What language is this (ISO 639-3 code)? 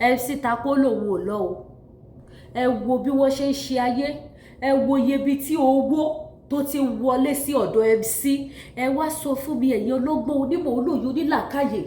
yor